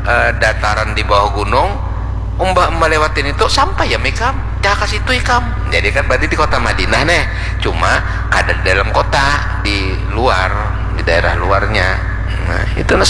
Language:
Banjar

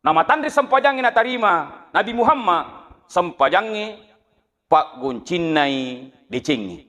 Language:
Buginese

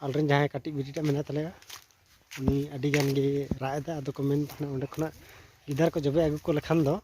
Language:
Santali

